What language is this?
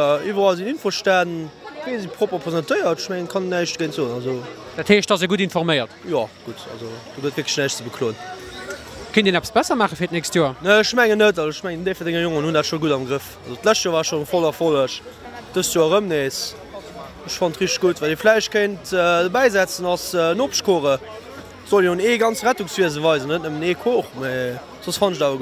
Luxembourgish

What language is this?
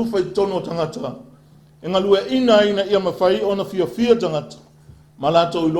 Samoan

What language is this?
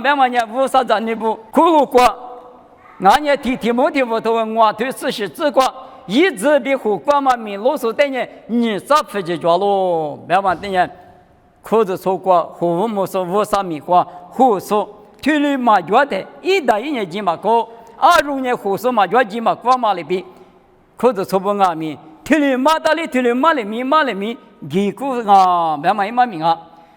Lisu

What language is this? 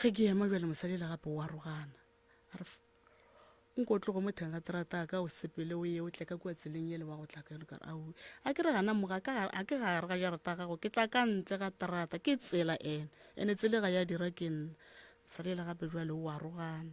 Northern Sotho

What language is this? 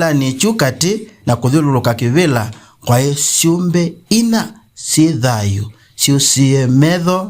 Kamba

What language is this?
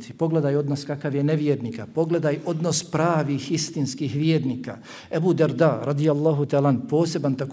Bosnian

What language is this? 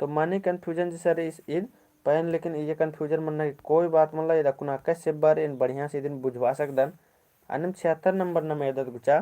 Kurukh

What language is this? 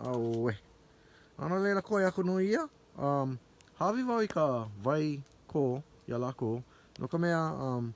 Hawaiian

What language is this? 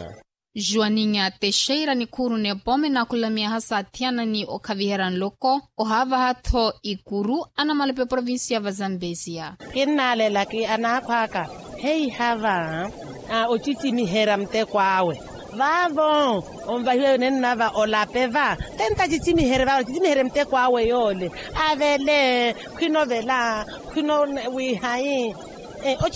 Makhuwa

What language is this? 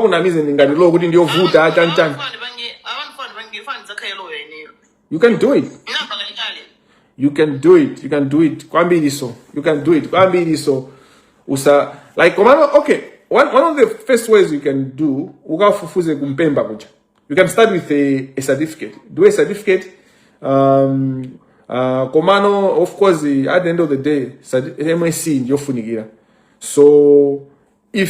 Nyanja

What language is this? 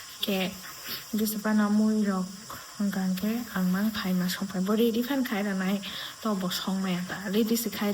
Kok Borok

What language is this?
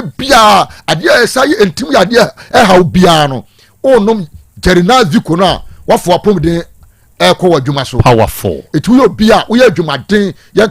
Akan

